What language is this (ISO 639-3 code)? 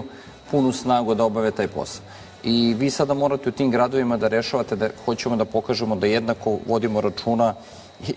srp